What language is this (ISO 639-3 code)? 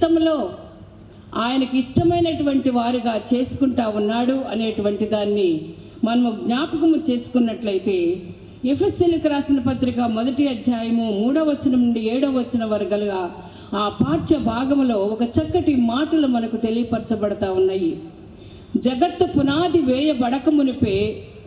tel